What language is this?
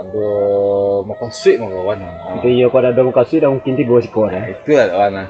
Minangkabau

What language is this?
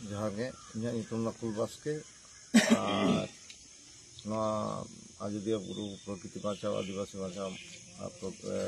Santali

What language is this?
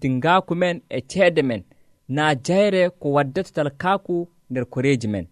Nigerian Fulfulde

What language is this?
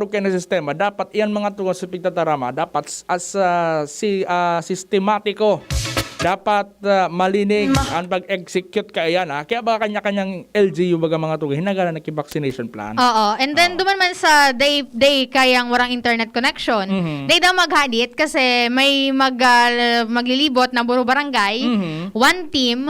Bikol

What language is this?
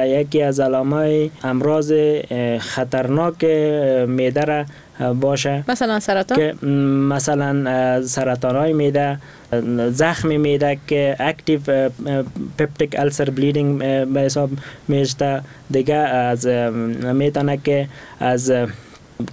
Persian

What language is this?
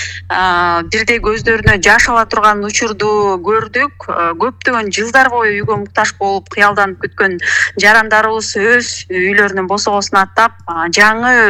Kyrgyz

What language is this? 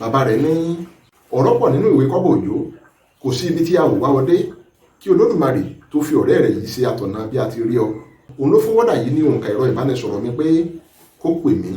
Yoruba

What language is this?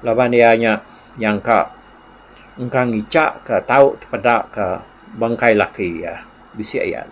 Iban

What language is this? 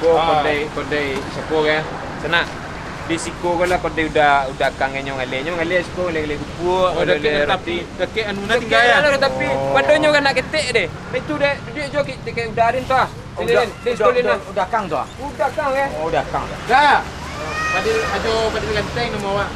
Minangkabau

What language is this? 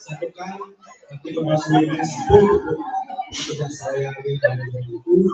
Balinese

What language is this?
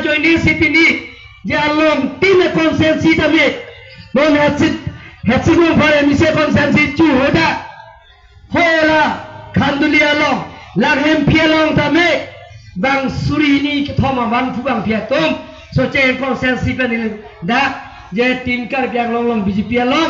Karbi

